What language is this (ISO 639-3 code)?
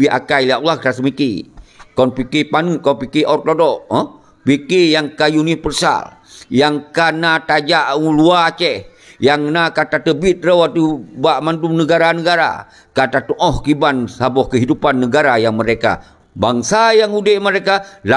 ace